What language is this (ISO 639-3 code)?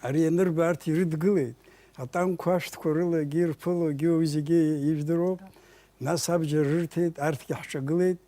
abk